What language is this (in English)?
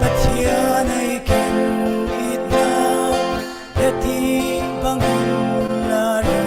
Falam Chin